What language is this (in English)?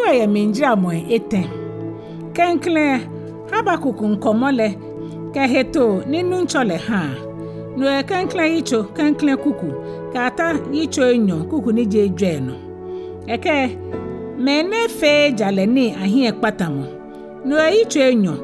Ga